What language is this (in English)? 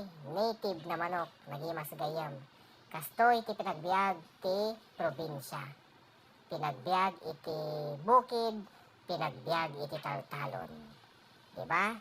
Iloko